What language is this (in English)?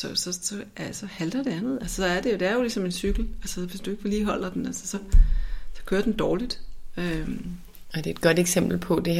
Danish